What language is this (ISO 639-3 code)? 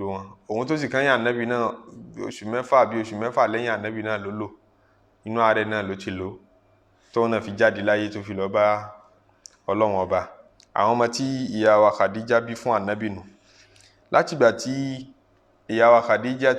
yor